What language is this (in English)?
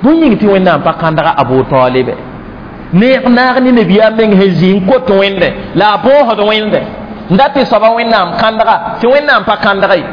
Mossi